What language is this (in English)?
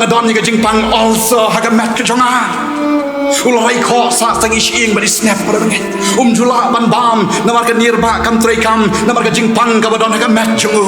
Khasi